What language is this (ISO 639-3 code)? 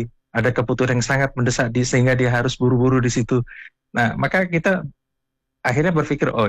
ind